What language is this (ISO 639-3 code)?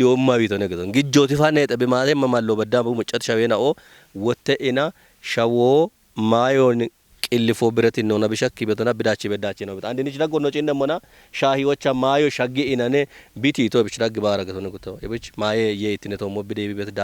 kbr